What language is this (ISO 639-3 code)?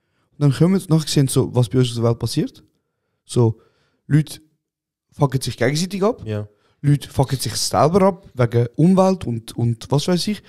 gsw